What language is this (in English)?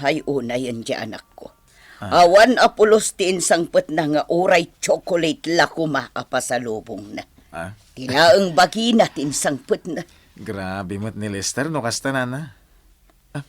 Iloko